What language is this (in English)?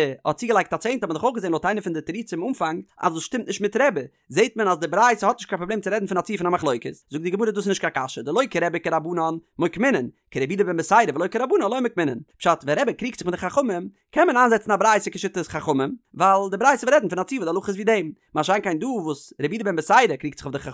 Yiddish